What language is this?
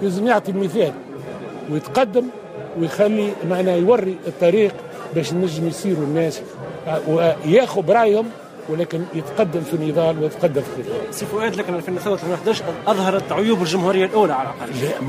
Tunisian Arabic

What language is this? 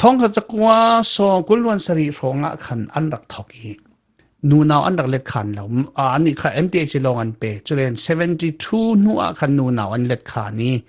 Falam Chin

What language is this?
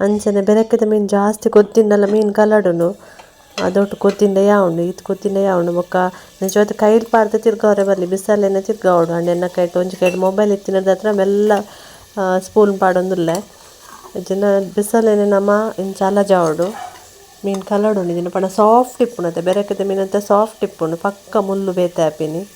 Tulu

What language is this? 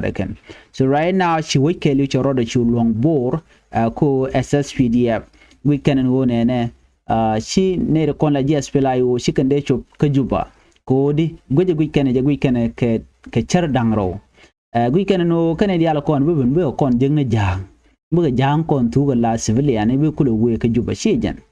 Nuer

